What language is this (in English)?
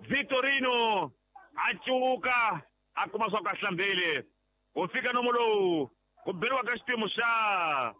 Tsonga